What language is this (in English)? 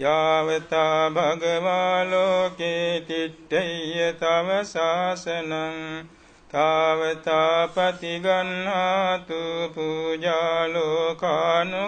Pali